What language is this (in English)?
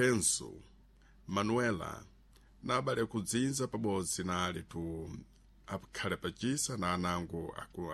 Sena